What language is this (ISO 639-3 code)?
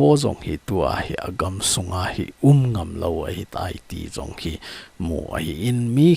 tcz